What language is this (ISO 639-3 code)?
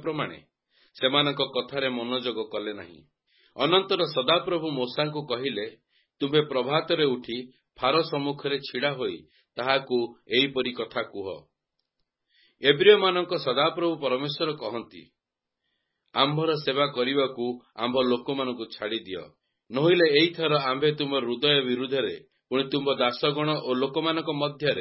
ori